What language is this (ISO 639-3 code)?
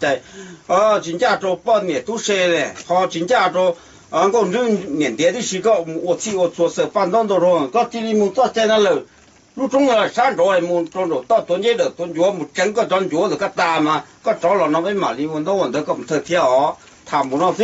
hmn